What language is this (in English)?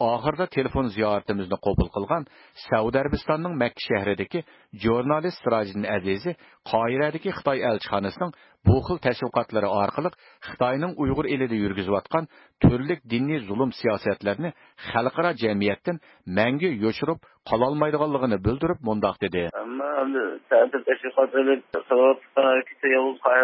Uyghur